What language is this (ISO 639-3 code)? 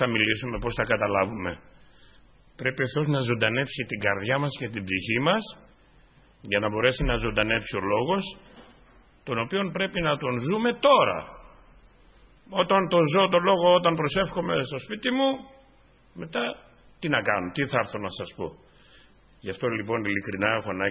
ell